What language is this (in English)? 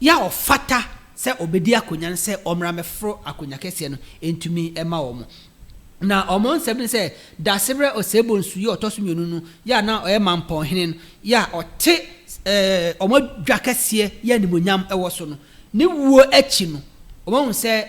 Akan